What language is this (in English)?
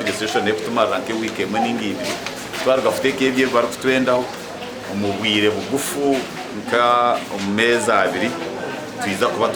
Nyankole